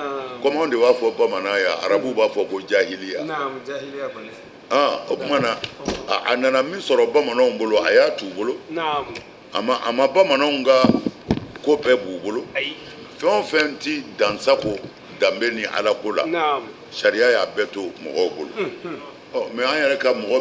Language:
Bambara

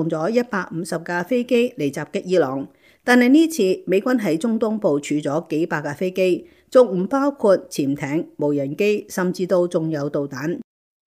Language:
Cantonese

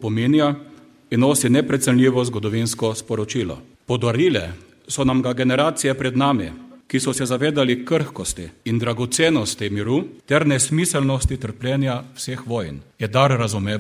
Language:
Slovenian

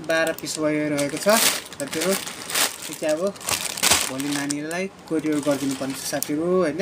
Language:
Nepali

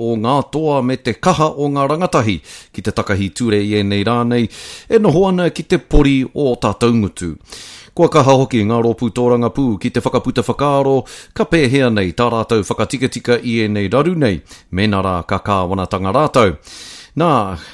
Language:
Māori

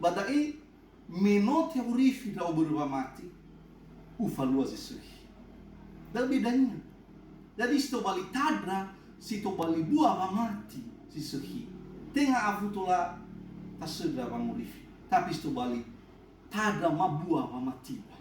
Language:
Nias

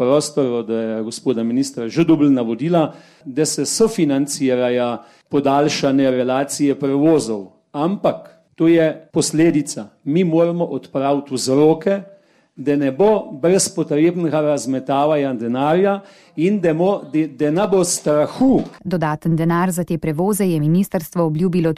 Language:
Slovenian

